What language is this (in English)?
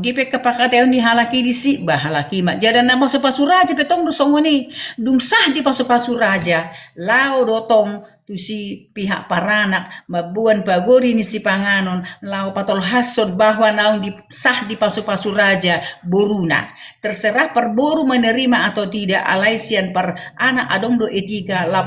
Batak Toba